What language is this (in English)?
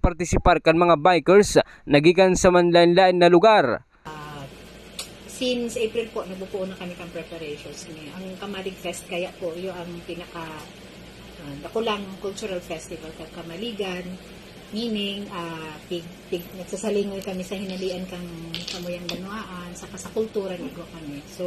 Bikol